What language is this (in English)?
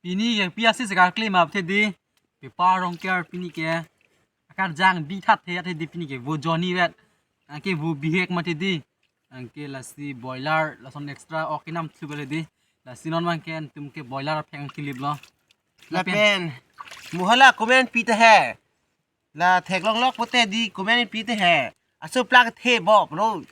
Karbi